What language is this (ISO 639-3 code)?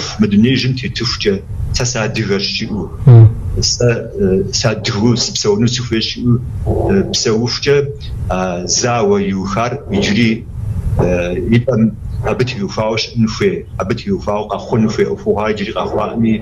kbd